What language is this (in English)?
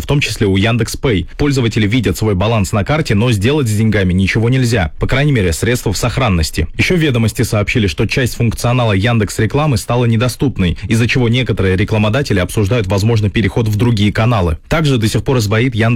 Russian